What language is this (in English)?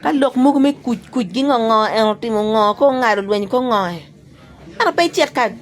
Acoli